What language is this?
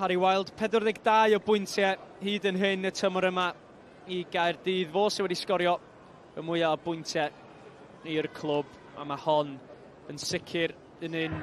Welsh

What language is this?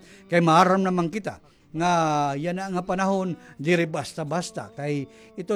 Waray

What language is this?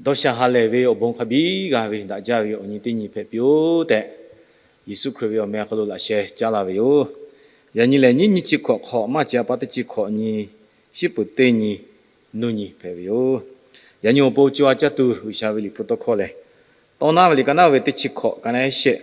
Lahu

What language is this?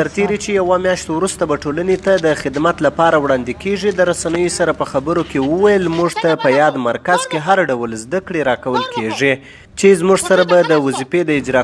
Pashto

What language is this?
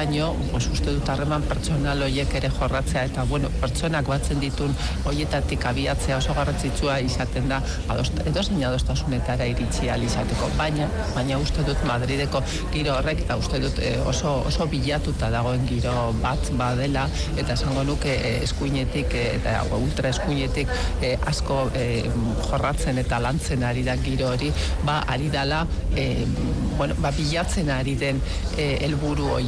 Basque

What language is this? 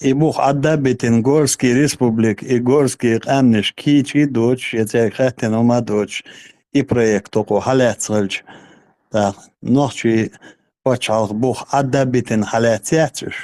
Chechen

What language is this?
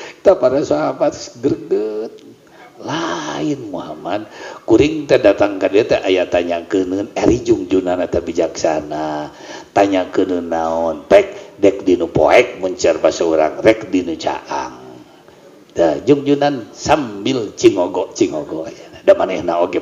Sundanese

